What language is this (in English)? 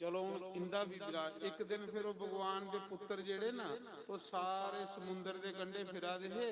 Dogri